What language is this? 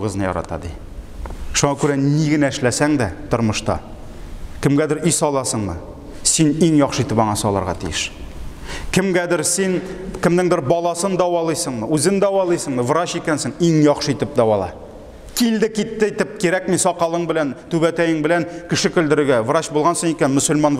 Tatar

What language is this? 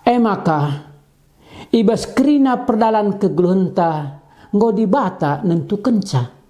Batak Karo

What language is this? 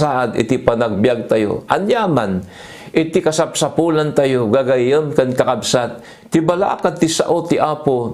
Iloko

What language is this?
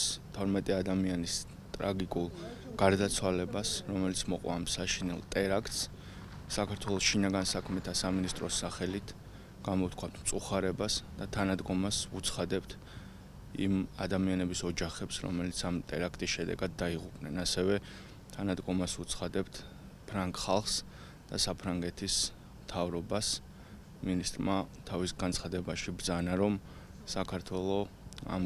Georgian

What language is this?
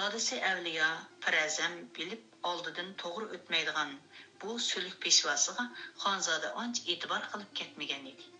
Uyghur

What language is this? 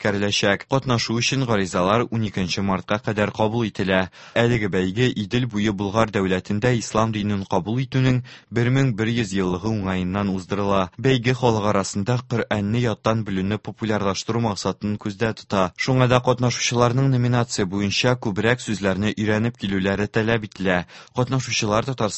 Tatar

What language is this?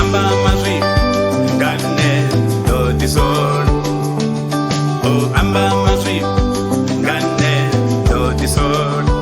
Venda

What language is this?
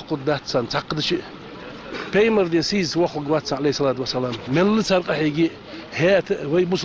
Ingush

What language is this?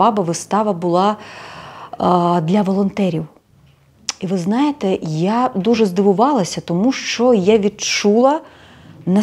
Ukrainian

